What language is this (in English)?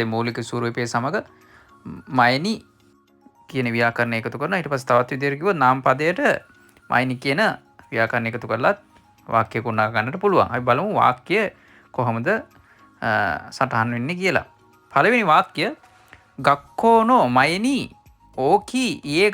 Sinhala